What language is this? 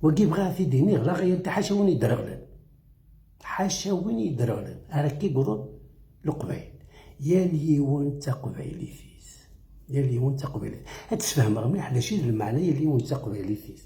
Kabyle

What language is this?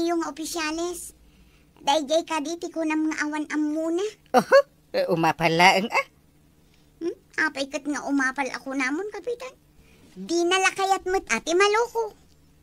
Iloko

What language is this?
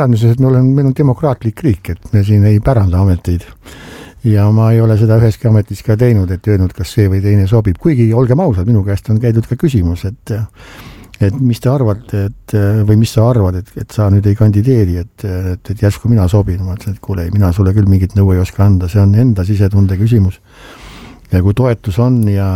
Estonian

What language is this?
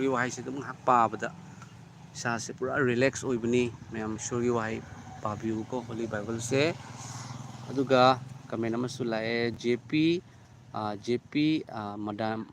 Manipuri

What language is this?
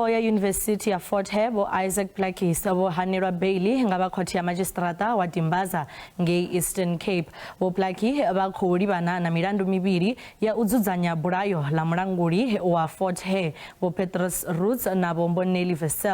Venda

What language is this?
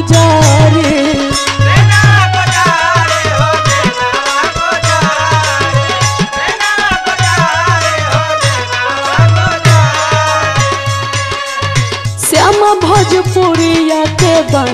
Bhojpuri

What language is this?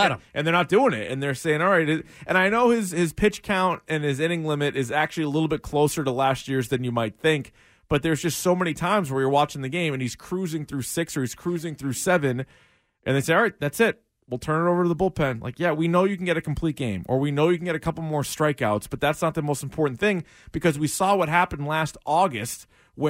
English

